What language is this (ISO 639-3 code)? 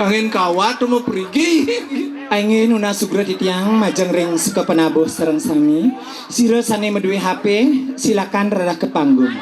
ban